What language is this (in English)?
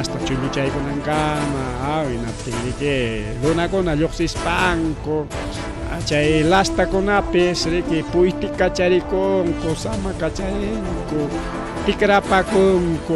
Ayacucho Quechua